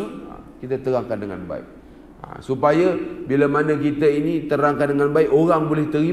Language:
Malay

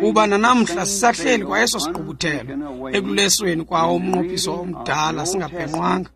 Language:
Xhosa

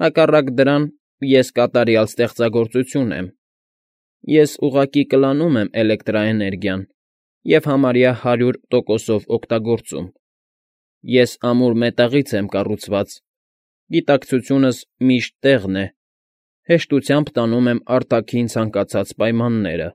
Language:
Armenian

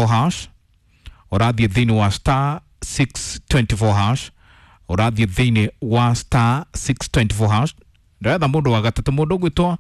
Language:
Kikuyu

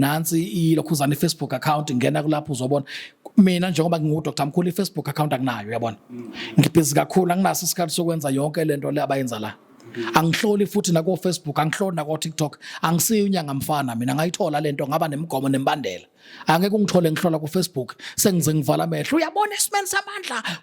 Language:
Zulu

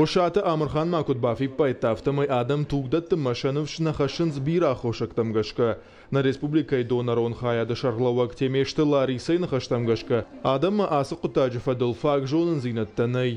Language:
Ossetic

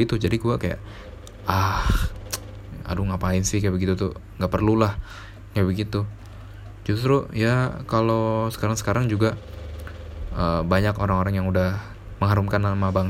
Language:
Indonesian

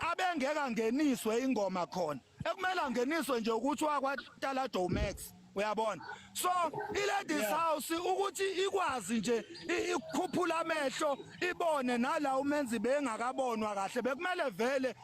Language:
Zulu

